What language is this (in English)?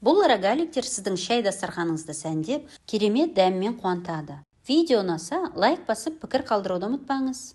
Kazakh